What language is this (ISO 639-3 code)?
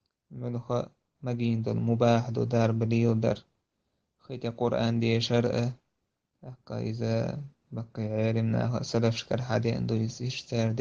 che